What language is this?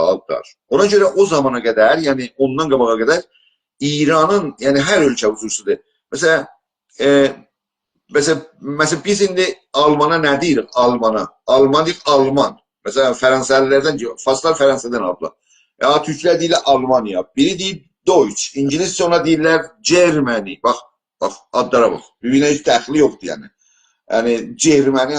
South Azerbaijani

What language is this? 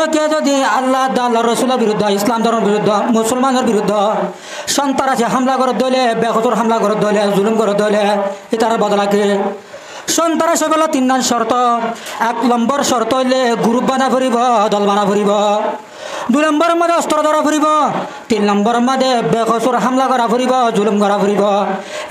Rohingya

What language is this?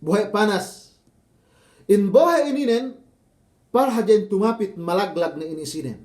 Yakan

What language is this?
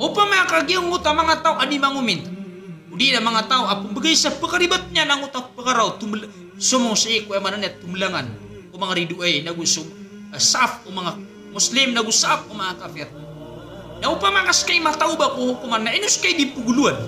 Maranao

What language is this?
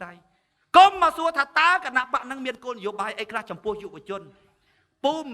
Khmer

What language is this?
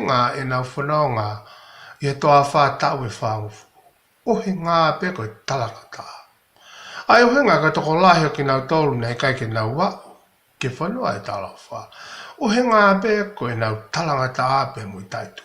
Tongan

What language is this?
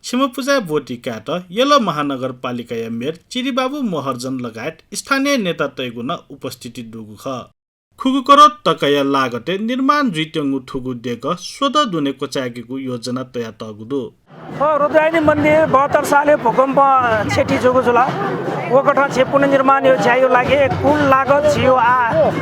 Newari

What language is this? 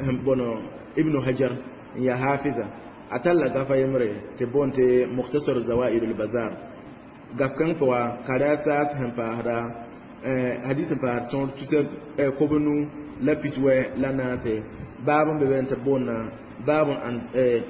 Mossi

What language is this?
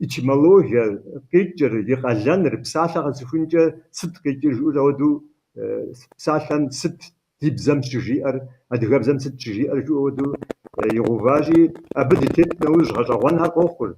Kabardian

